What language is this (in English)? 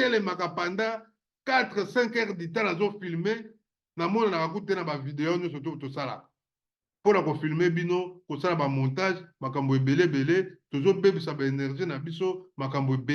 Lingala